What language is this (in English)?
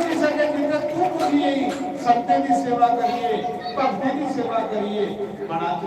Dogri